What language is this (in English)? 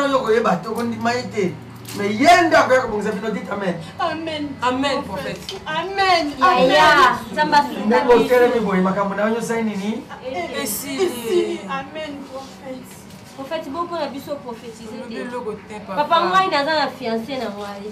Lingala